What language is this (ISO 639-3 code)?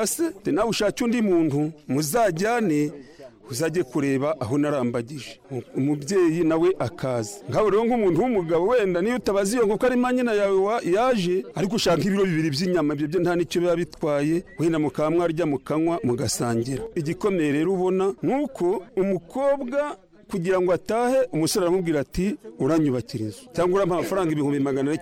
kin